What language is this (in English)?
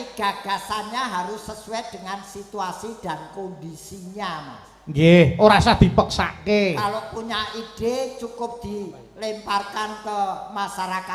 Javanese